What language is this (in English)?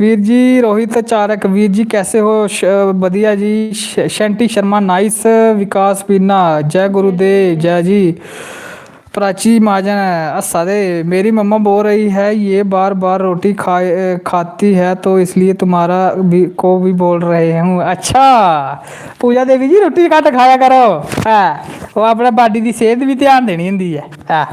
Dogri